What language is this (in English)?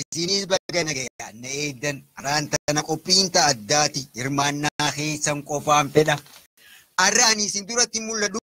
Oromo